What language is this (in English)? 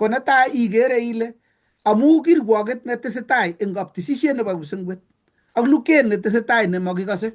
Kalenjin